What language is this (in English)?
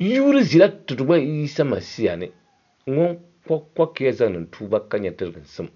Dagbani